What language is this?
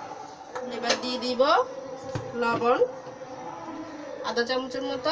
Bangla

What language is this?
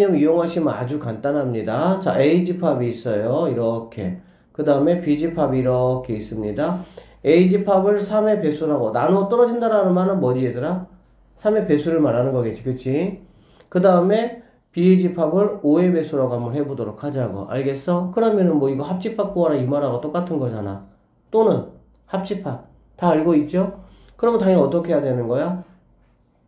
Korean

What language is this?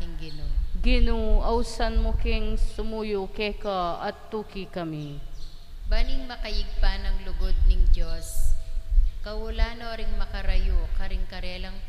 Pampanga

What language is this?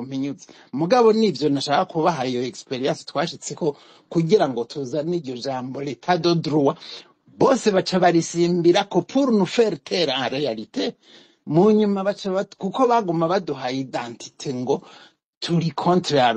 Rundi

